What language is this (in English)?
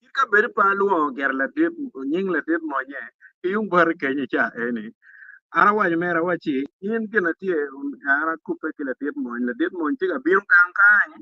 Acoli